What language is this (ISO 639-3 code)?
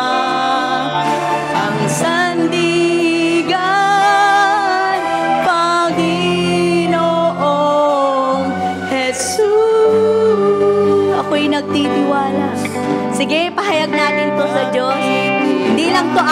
fil